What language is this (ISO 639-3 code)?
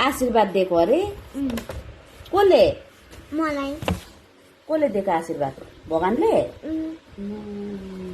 nep